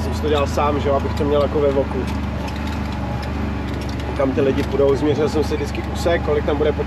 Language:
Czech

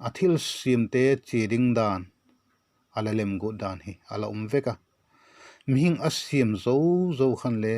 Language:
Vaiphei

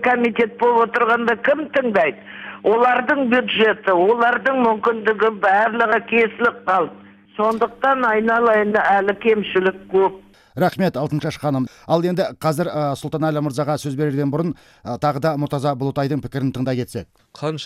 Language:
Kazakh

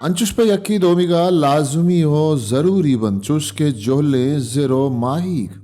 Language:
Baluchi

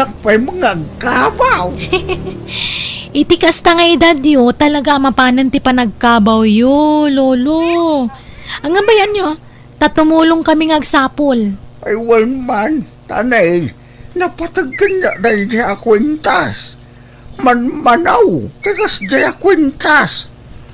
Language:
Iloko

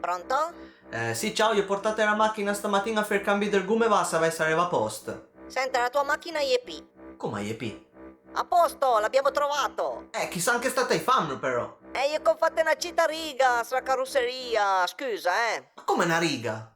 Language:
Piedmontese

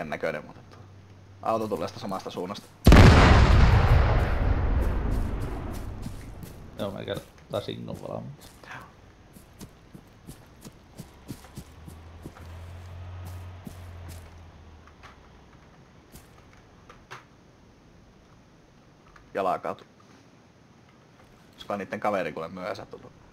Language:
Finnish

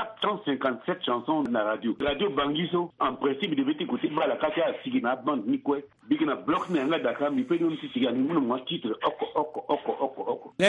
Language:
Sango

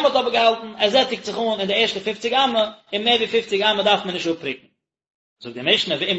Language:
Yiddish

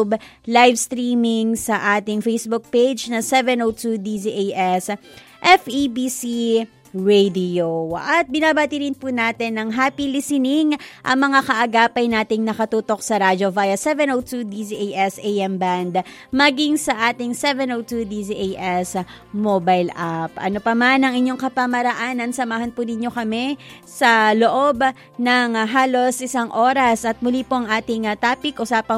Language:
Filipino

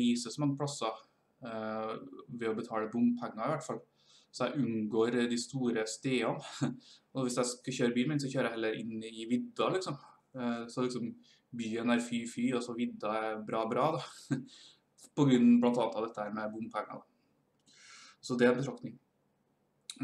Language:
Norwegian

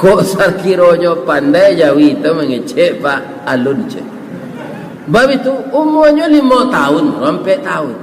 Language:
Minangkabau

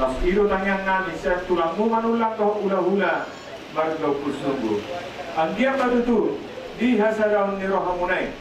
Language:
Batak Toba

